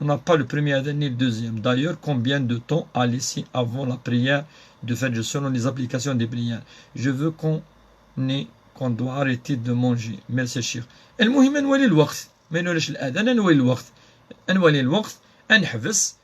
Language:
Kabyle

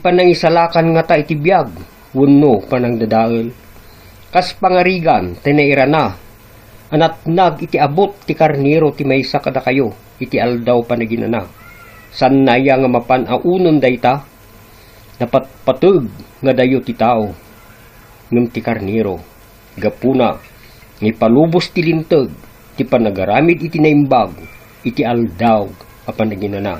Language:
Iloko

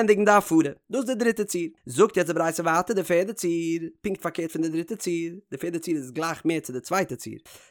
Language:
Yiddish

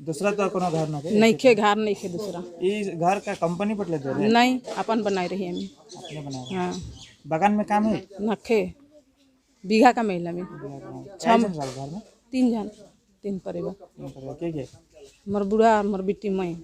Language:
Sadri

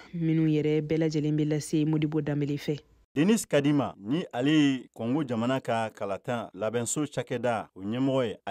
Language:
Bambara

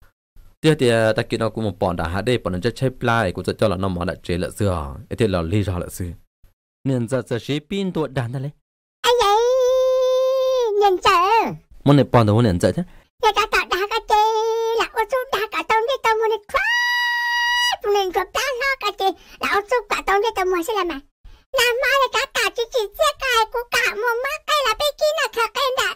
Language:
Vietnamese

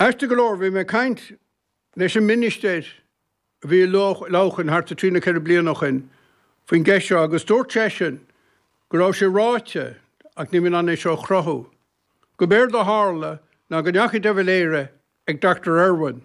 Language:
Irish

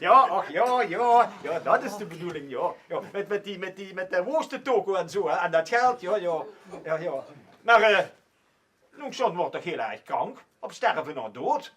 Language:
Limburgish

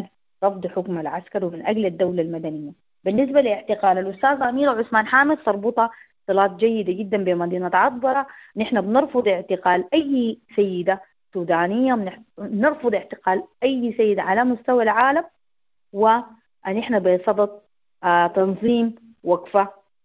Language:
Sudanese Arabic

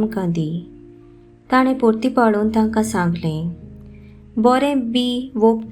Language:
Konkani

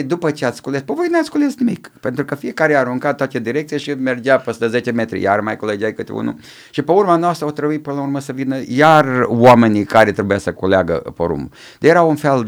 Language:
Romanian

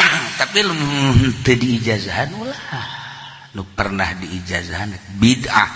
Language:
Sundanese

